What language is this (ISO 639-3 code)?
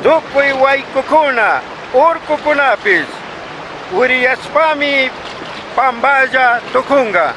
qug